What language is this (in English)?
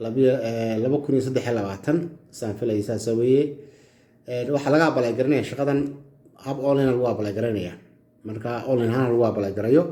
Somali